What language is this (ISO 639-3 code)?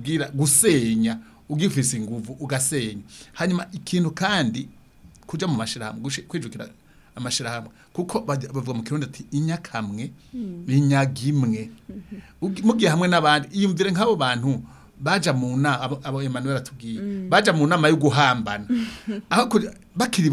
run